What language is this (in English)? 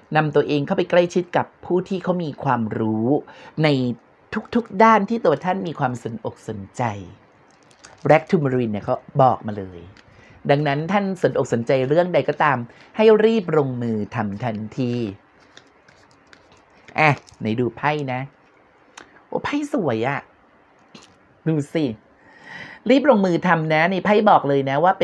Thai